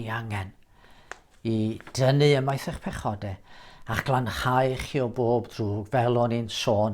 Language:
Welsh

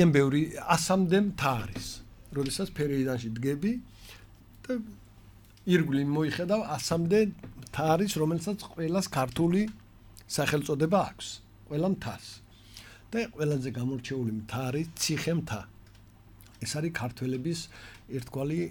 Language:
Georgian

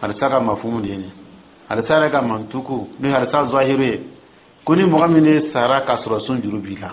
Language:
Dyula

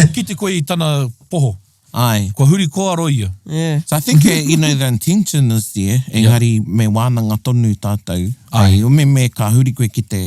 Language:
Māori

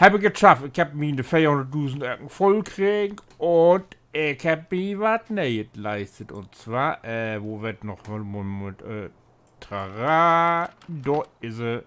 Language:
Low German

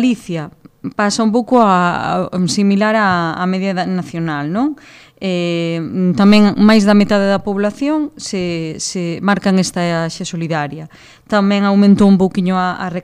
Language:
Galician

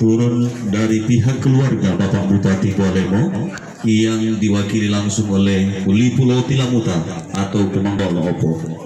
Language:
Gorontalo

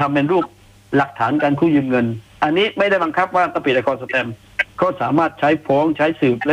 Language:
Thai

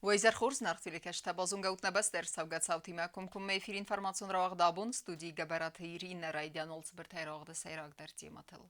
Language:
Ossetic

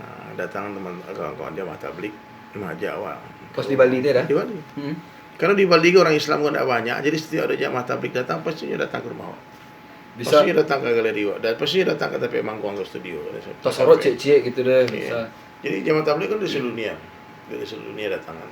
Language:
Minangkabau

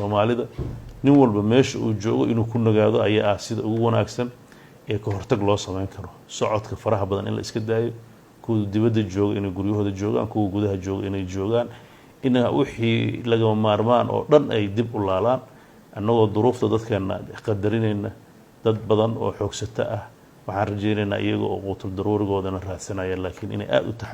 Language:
Somali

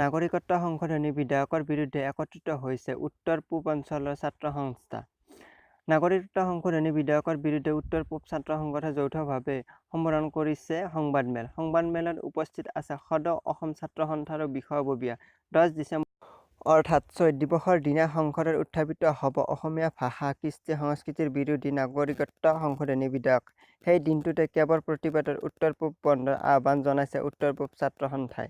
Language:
Assamese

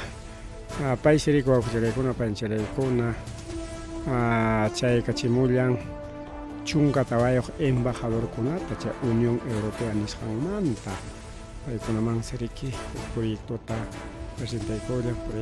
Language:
Ayacucho Quechua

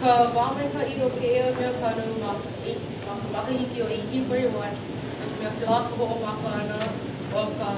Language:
Hawaiian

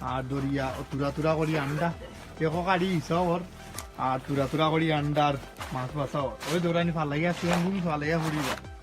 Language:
Sylheti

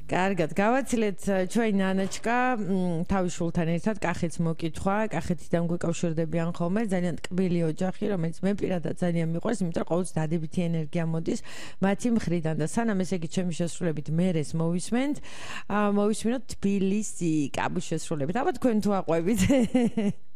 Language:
Georgian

